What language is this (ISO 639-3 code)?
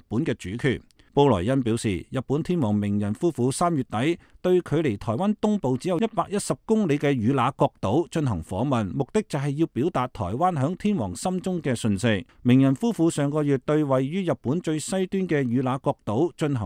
yue